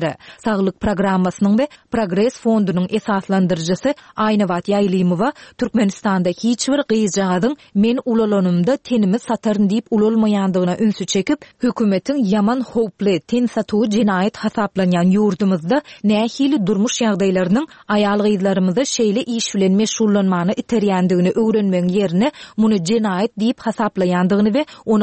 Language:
Turkmen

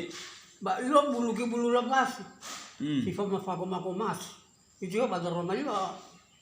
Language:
Nias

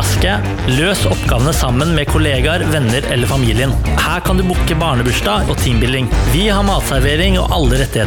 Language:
Norwegian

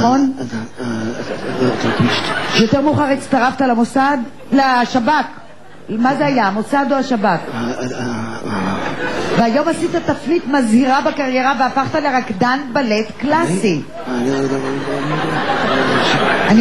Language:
Hebrew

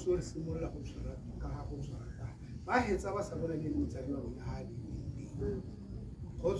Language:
Tswana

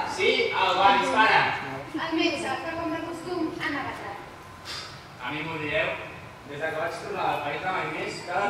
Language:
Catalan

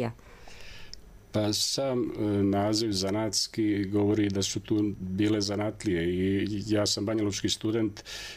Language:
Serbian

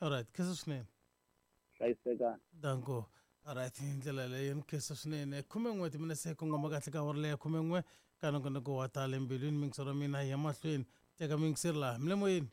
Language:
Tsonga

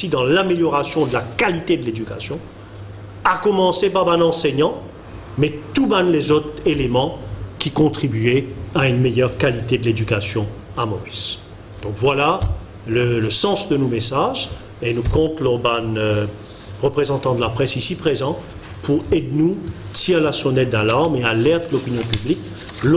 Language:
Morisyen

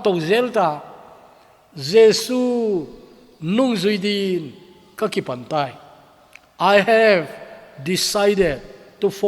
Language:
Thado Chin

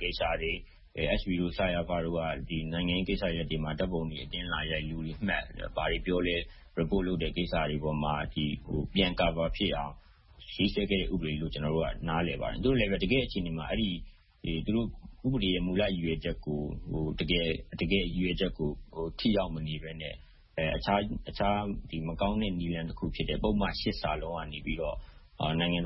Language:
Burmese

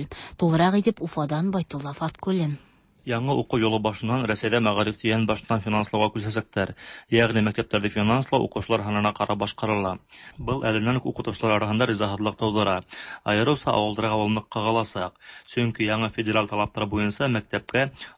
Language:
Tatar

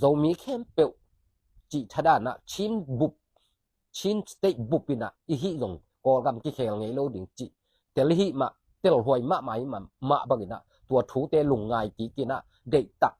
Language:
Tedim Chin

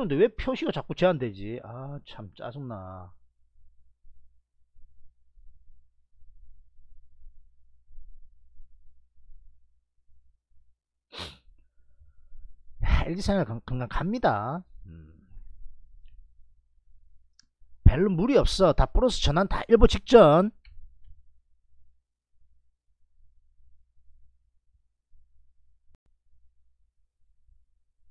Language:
Korean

